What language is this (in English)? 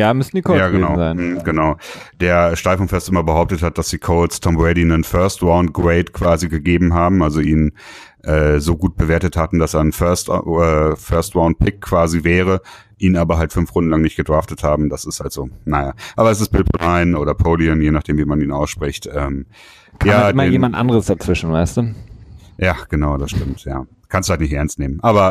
German